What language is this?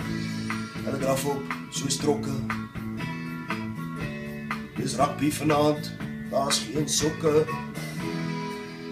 Afrikaans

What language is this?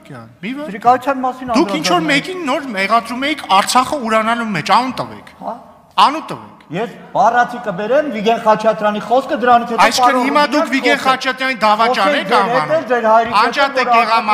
Armenian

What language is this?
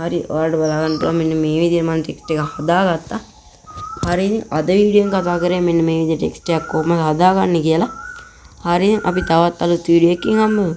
Sinhala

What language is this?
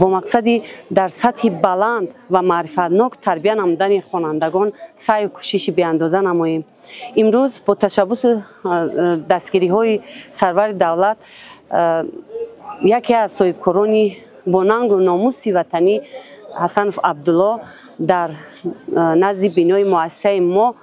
Tajik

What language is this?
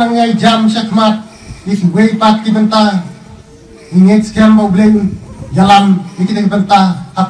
Khasi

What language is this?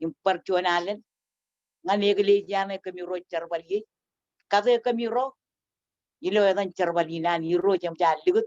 Marshallese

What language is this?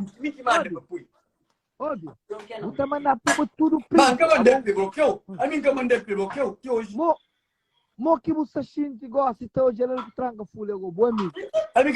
Kabuverdianu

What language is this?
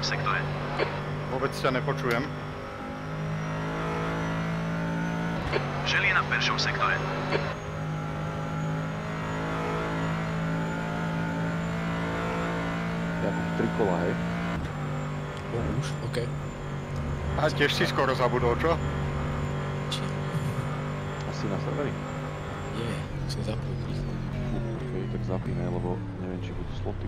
Slovak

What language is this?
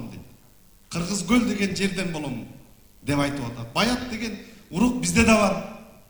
Kyrgyz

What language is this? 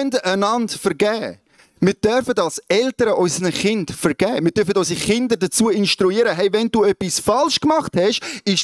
Swiss German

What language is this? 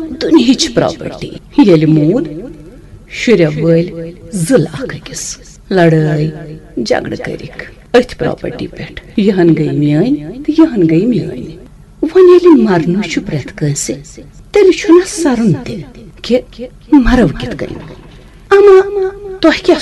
Kashmiri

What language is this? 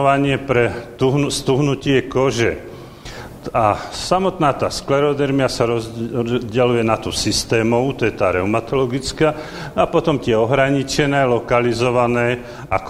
Slovak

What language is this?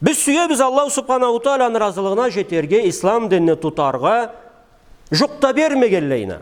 Karachay-Balkar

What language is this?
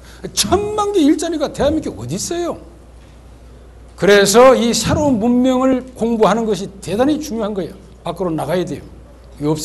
Korean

